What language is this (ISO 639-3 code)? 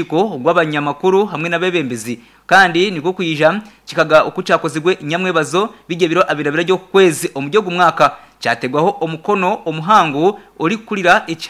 nyn